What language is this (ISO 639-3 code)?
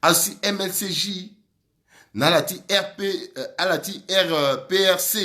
sag